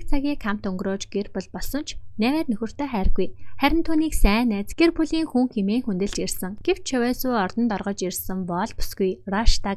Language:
Mongolian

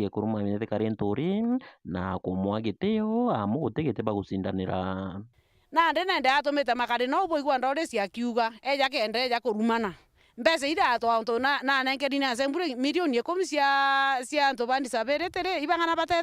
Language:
Meru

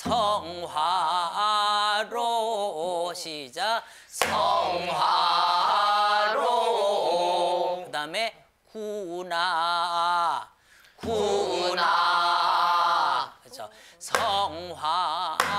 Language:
Korean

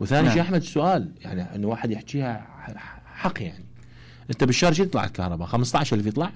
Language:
Mesopotamian Arabic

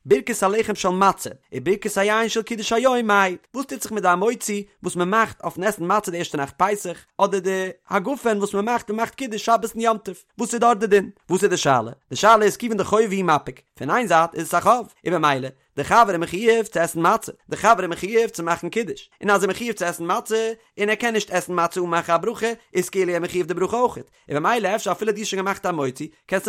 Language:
Yiddish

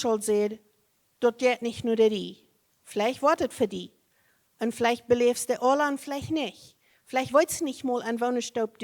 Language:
Plautdietsch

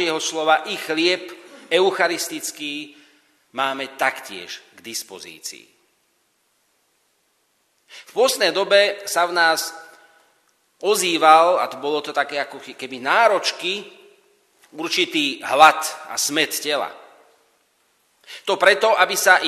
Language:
Slovak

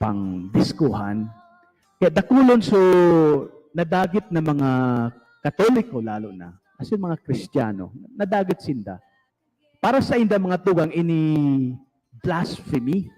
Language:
Bikol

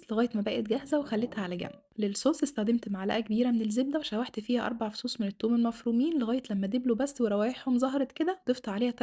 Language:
Egyptian Arabic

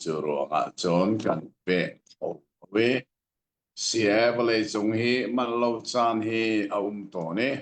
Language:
Hakha Chin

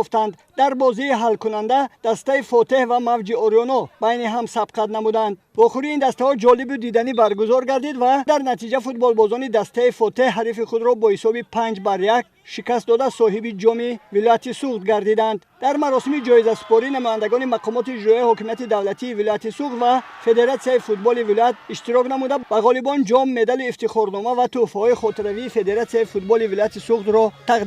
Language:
Tajik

